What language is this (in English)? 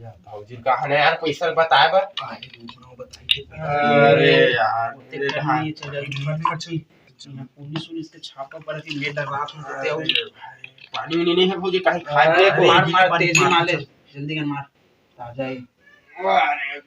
Chhattisgarhi